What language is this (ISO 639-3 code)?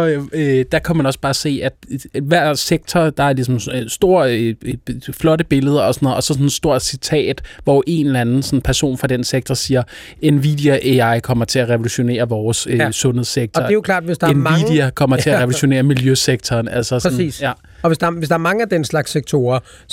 dan